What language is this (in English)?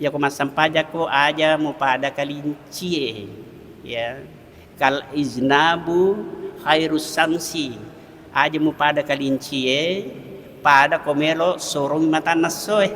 Buginese